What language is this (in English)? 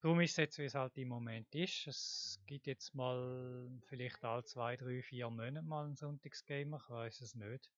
Swiss German